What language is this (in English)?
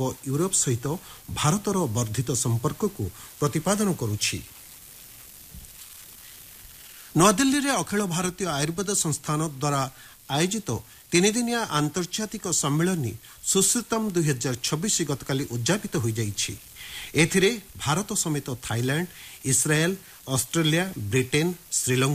Odia